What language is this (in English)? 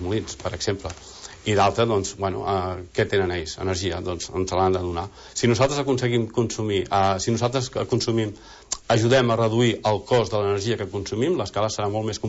Catalan